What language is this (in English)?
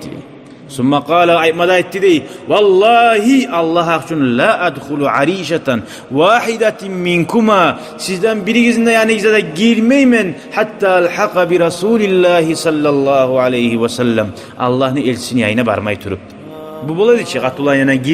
Kumyk